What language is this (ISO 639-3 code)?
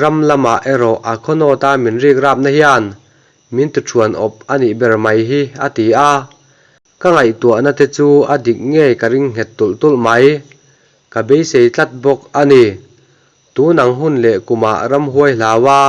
lus